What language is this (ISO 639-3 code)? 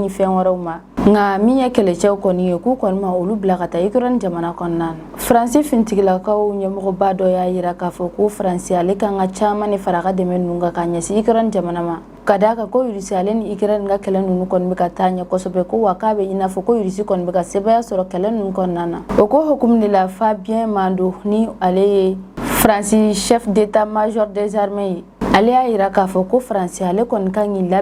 bam